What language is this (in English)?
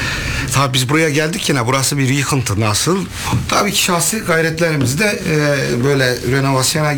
Turkish